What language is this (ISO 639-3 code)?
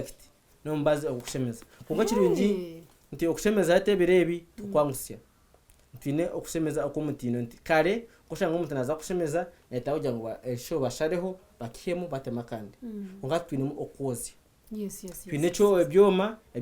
nyn